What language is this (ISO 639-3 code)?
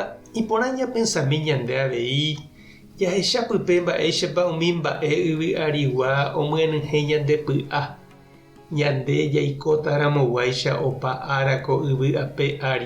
grn